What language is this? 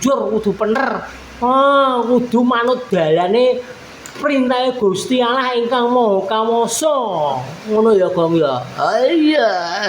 Javanese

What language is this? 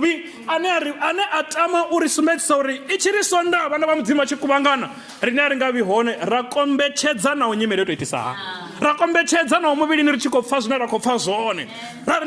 Venda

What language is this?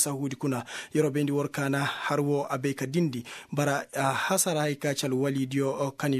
Koyraboro Senni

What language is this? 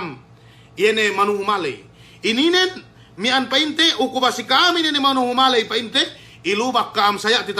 Yakan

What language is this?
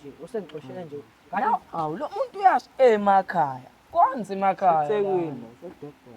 Zulu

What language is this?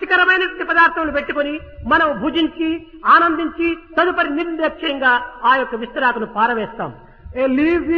Telugu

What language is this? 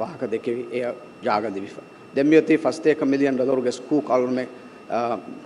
Divehi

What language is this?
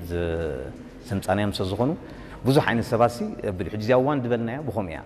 Tigrinya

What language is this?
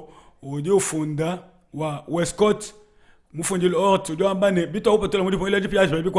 Luba-Lulua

